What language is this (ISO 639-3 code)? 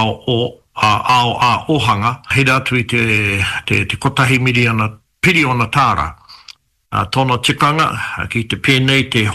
mri